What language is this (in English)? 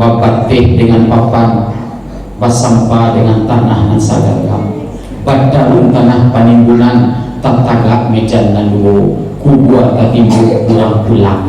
Minangkabau